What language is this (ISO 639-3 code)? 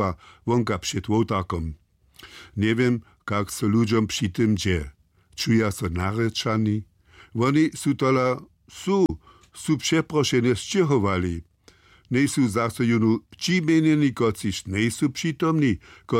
hsb